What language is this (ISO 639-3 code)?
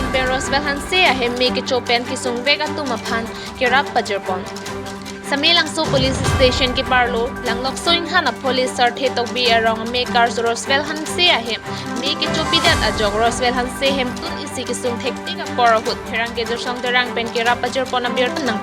mjw